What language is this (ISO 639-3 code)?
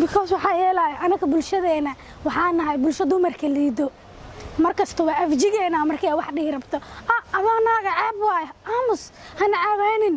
som